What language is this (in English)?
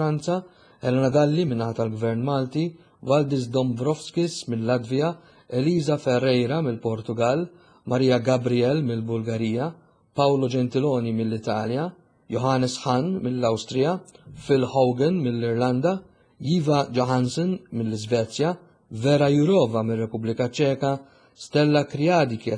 Maltese